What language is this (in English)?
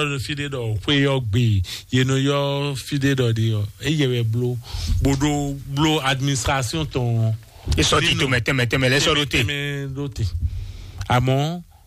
Fon